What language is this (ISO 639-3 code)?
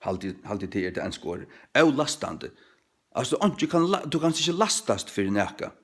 fao